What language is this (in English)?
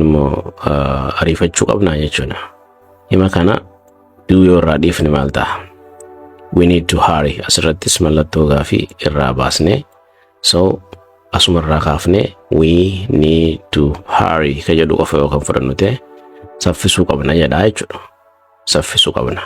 Oromo